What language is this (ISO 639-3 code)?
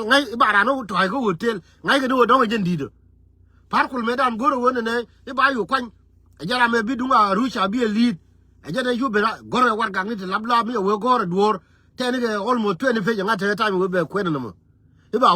nus